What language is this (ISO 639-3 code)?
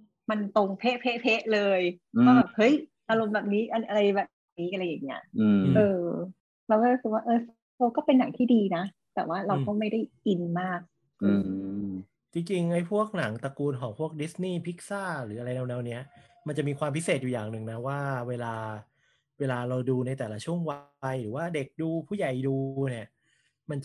tha